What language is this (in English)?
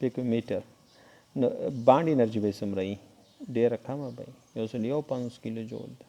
Pashto